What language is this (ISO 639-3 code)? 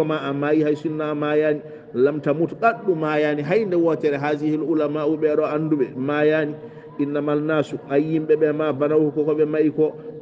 ful